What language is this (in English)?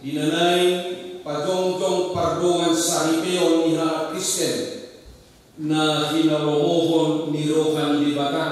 Batak Toba